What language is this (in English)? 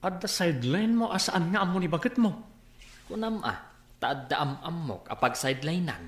Iloko